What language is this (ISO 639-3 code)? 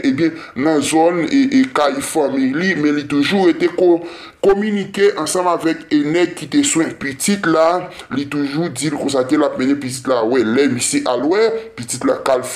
hat